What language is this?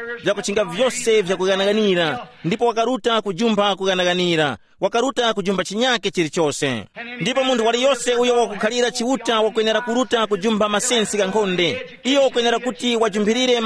Tumbuka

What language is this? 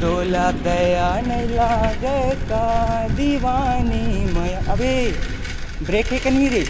Chhattisgarhi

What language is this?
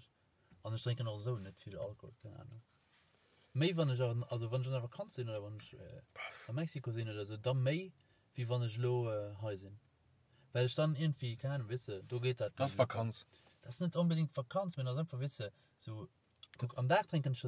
Luxembourgish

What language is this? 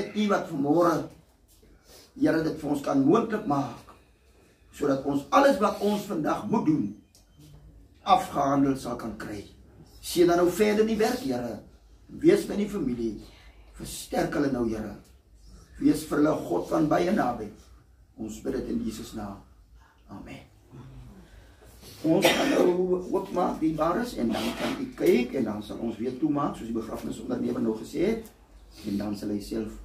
Afrikaans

